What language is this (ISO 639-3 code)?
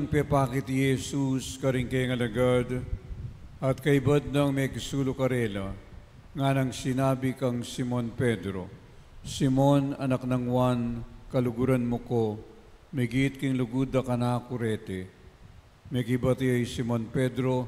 pam